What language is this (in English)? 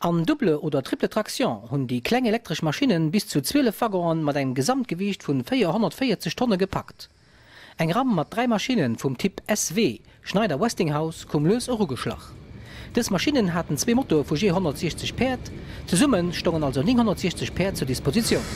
Luxembourgish